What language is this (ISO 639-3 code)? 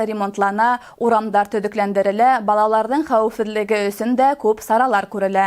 bak